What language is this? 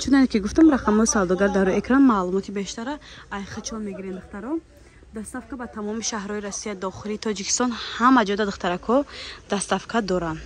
Tajik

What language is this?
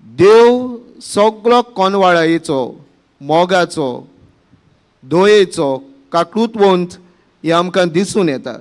Konkani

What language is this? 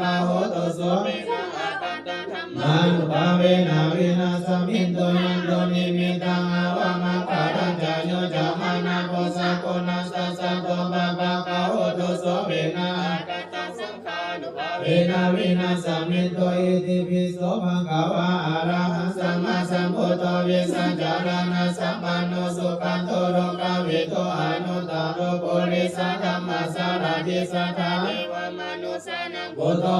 Pali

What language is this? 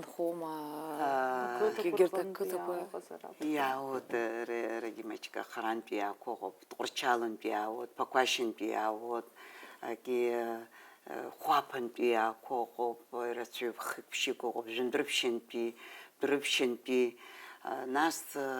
Abkhazian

